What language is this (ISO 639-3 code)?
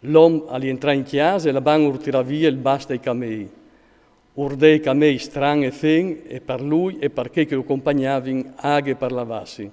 fur